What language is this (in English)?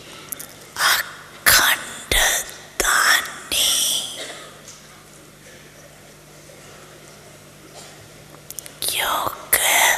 Hindi